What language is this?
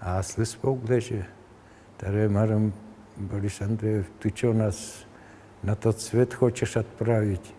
Udmurt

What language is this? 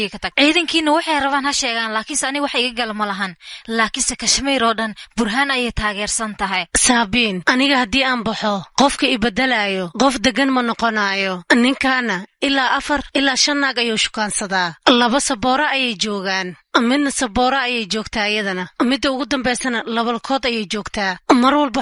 Somali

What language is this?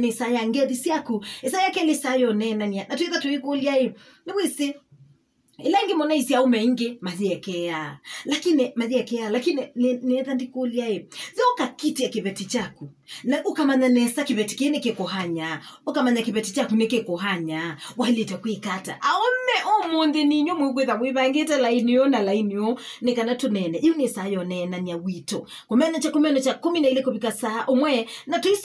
Kamba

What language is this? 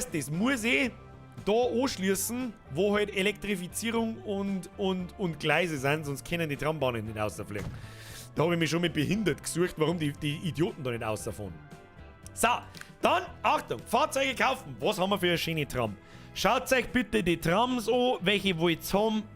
Bavarian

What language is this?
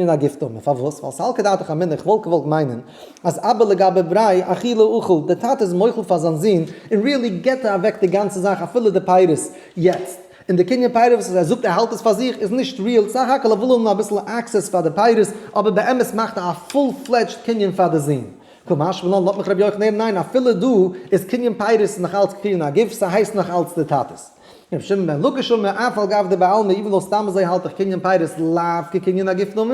Yiddish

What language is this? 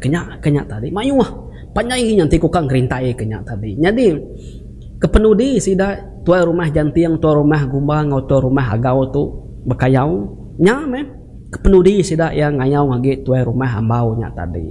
Iban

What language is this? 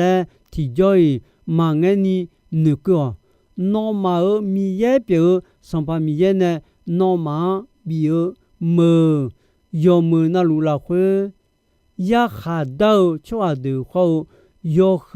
Akha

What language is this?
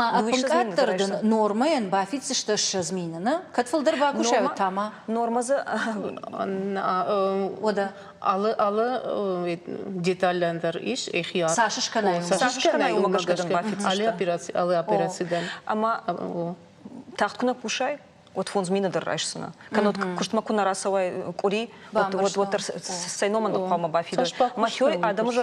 Ossetic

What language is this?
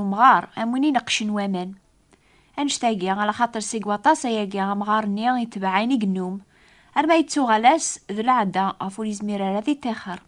Kabyle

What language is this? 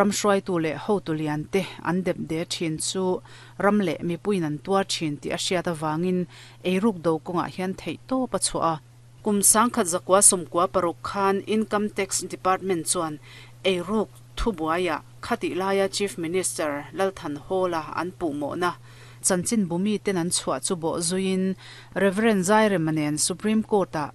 Mizo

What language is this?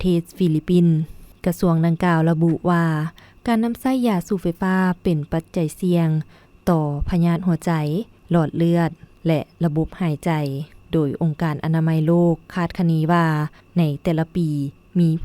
Lao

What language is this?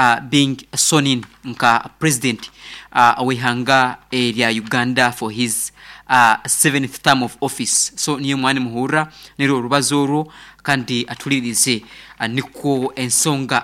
Nyoro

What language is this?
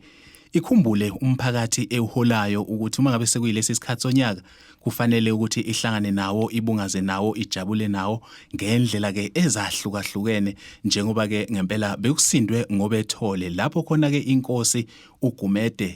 Zulu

